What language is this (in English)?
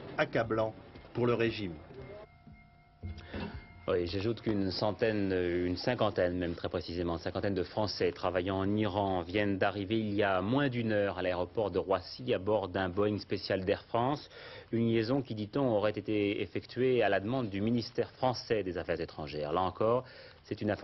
French